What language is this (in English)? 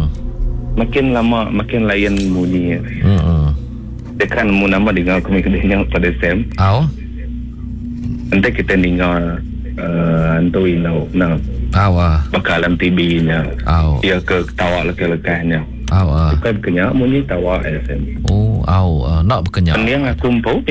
Iban